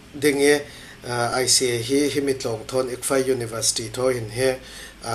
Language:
Falam Chin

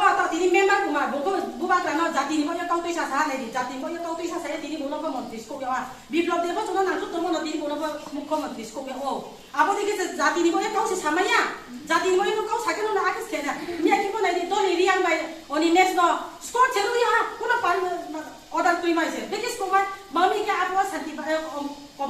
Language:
Kok Borok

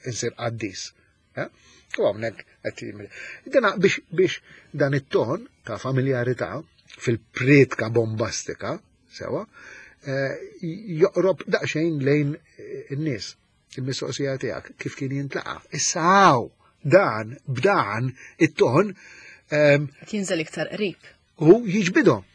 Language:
Maltese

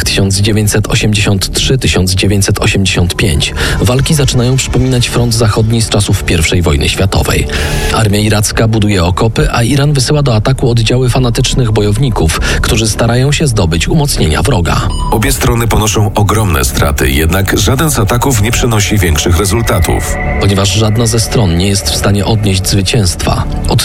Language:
Polish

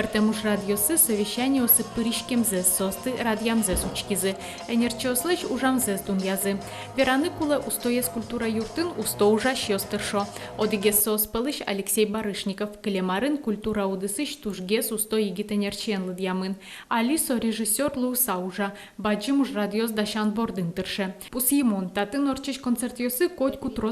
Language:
Udmurt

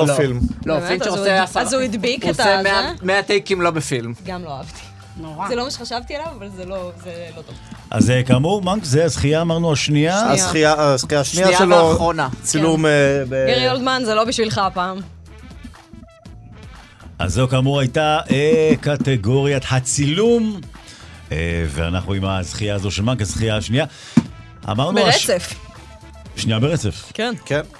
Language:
Hebrew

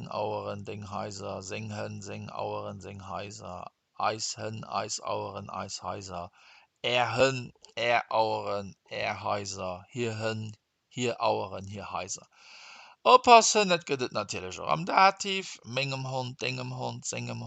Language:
Luxembourgish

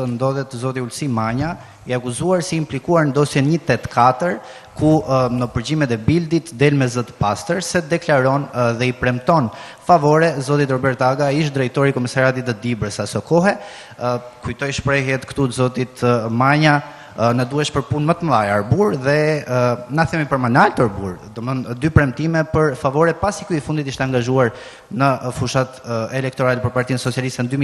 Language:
Albanian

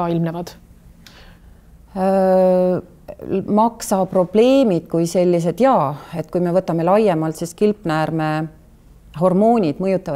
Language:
Estonian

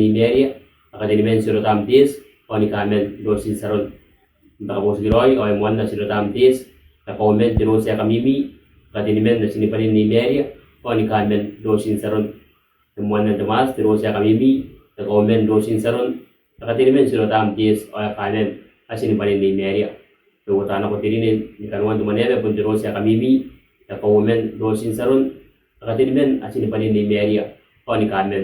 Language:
Gilbertese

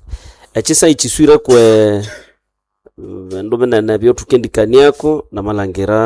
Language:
Nande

